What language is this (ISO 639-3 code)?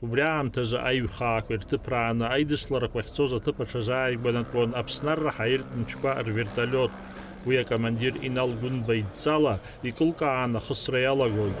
abk